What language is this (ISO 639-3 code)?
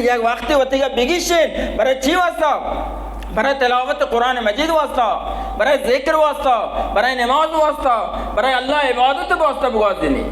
bal